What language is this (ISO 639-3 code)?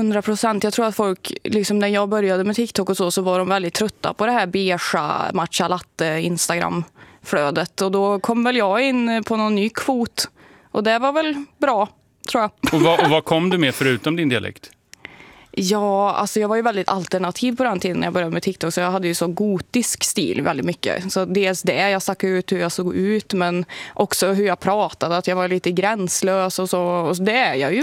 swe